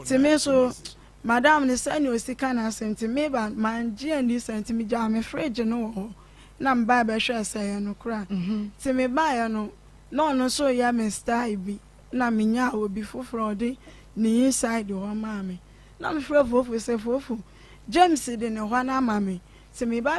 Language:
Akan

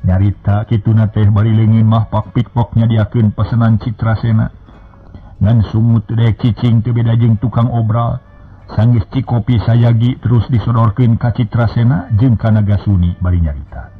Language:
Sundanese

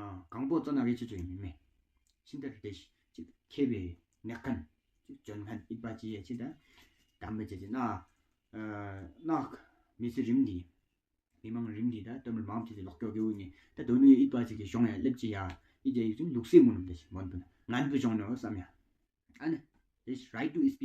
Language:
Tawang Monpa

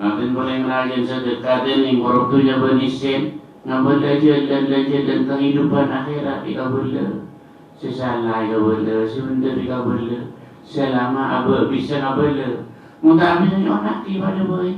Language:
Madurese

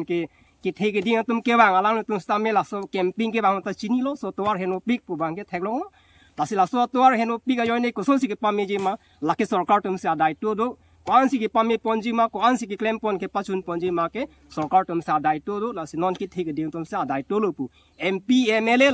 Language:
Karbi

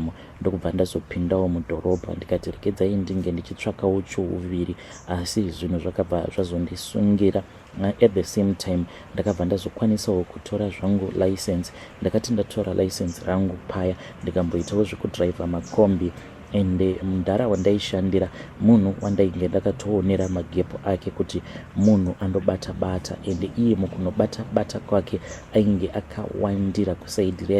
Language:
Shona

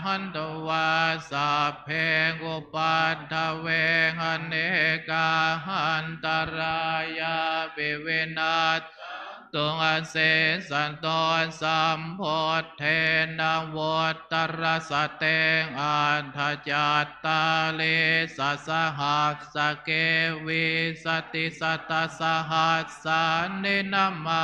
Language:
Pali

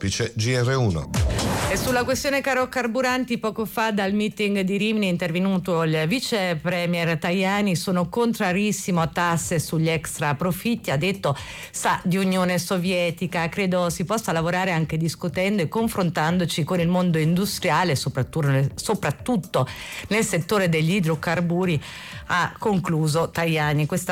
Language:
Italian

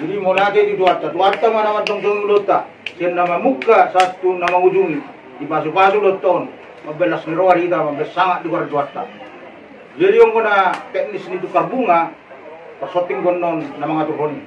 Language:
Batak Toba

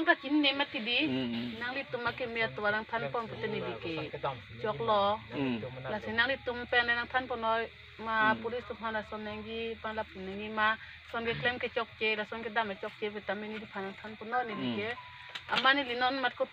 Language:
Karbi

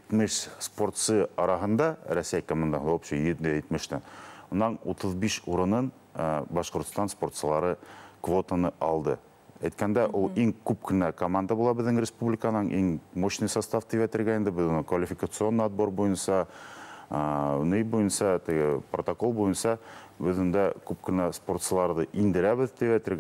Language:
Bashkir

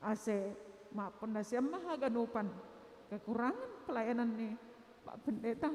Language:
Batak Simalungun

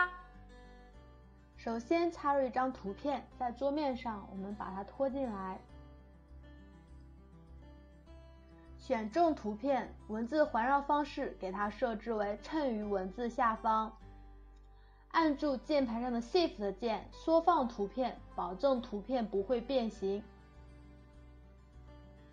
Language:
Chinese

